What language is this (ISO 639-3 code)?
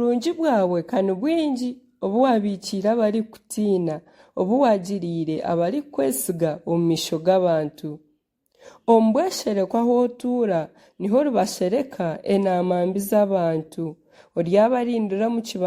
nyn